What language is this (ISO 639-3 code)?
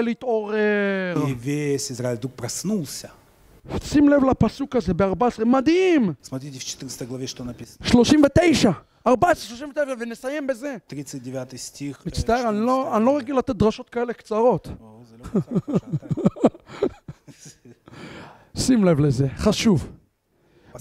heb